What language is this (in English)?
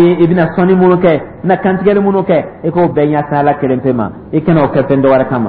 Dyula